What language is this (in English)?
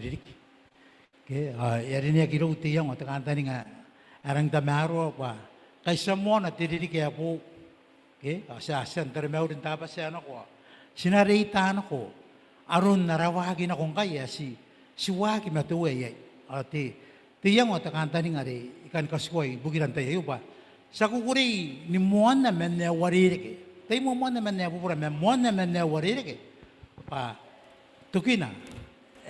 Gilbertese